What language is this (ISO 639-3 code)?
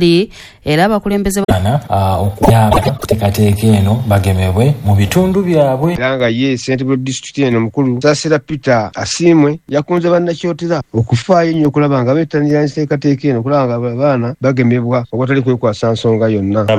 lug